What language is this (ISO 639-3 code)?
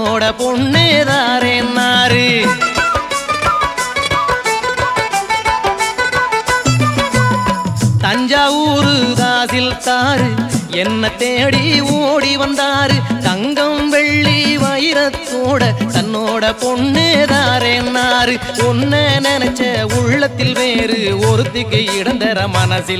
tam